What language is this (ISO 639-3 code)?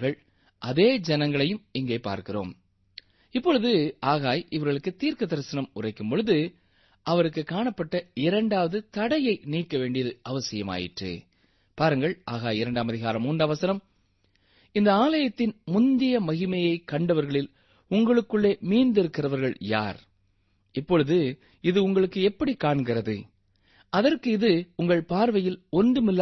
tam